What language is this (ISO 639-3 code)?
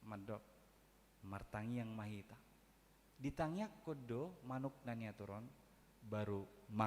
bbc